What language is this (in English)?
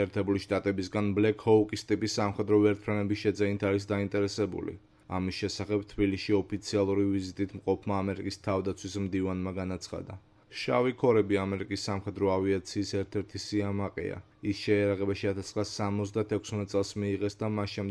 Georgian